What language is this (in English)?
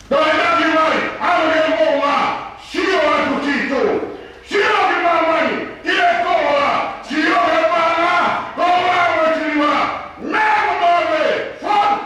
Tongan